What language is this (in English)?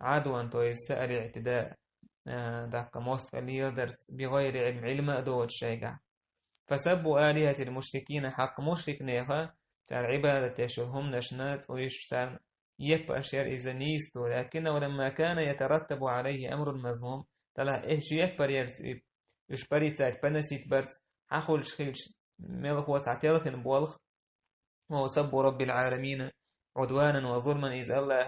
Chechen